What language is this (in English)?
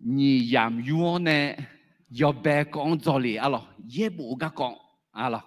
Akha